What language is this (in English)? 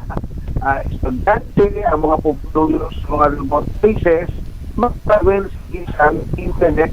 Hiligaynon